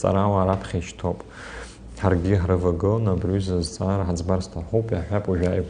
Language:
Abkhazian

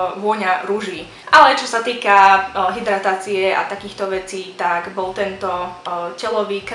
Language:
Slovak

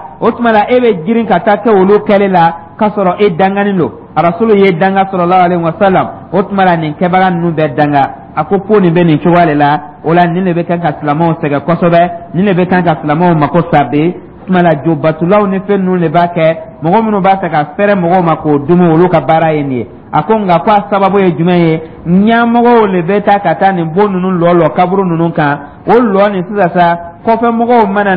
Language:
Dyula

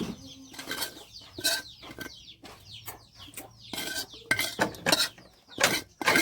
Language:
S'gaw Karen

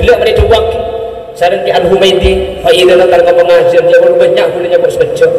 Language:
Madurese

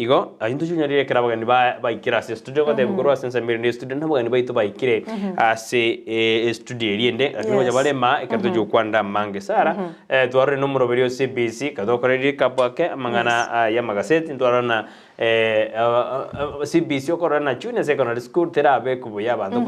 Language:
Gusii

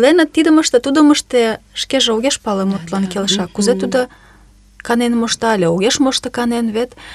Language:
Mari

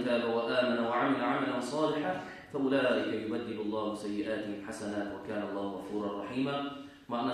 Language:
Kumyk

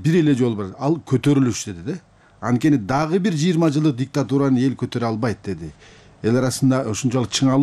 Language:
Kyrgyz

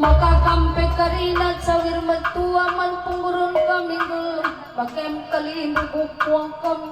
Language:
Batak Karo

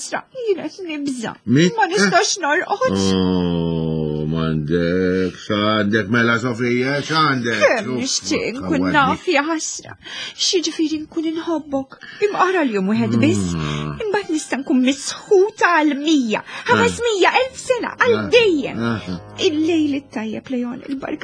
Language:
Maltese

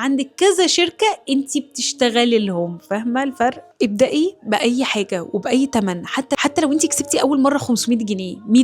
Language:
Egyptian Arabic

